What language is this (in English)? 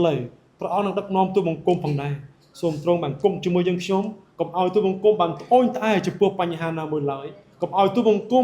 Khmer